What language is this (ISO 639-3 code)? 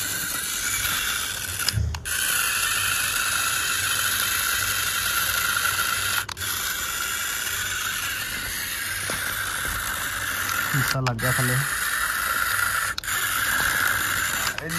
pan